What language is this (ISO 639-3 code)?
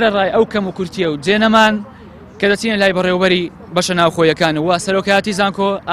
ckb